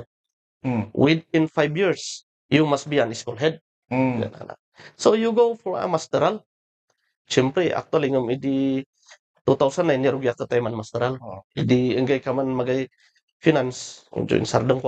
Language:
Kankanaey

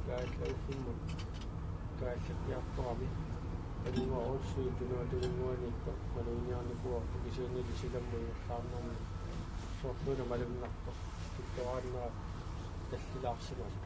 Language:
Kalaallisut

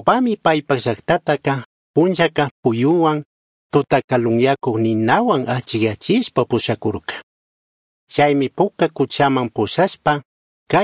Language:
Chimborazo Highland Quichua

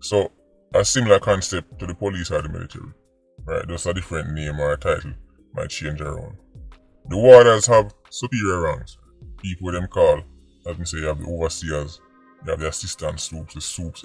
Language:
Jamaican Creole English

